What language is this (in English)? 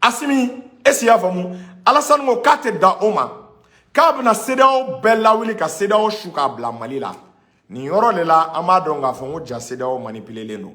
Bambara